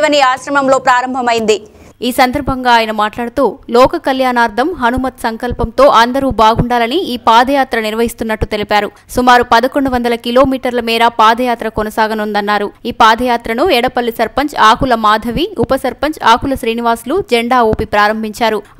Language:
Telugu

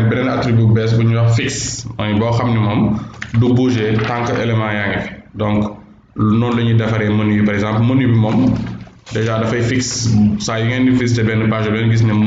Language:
Wolof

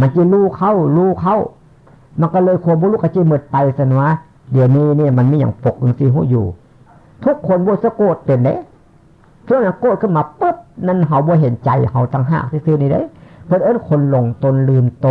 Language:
Northeastern Thai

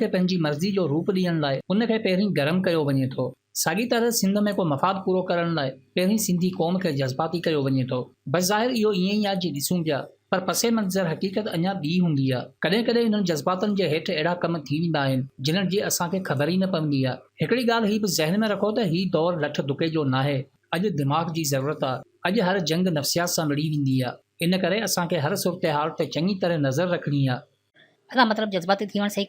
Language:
Sindhi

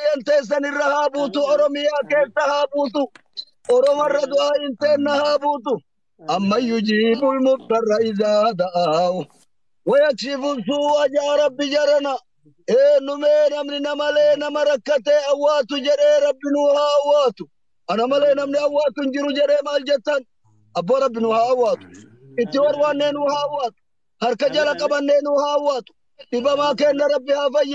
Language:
Oromo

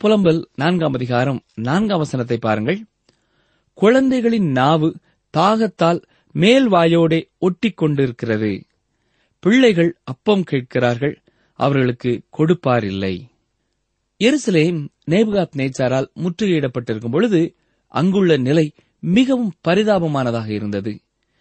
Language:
Tamil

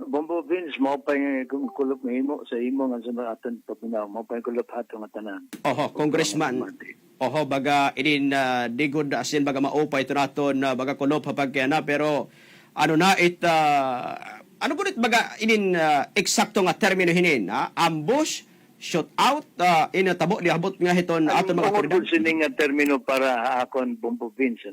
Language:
Waray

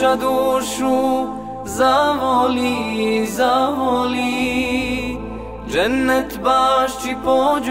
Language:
Bosnian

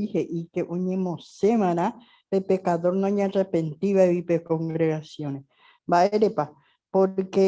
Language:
Guarani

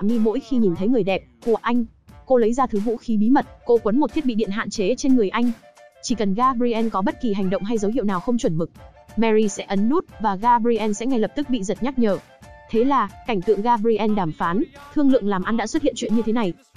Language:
Vietnamese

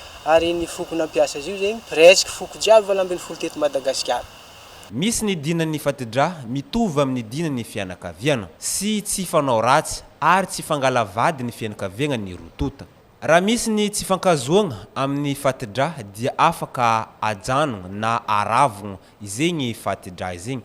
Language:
Malagasy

